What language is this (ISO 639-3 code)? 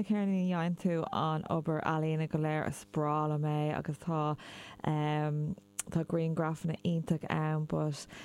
gle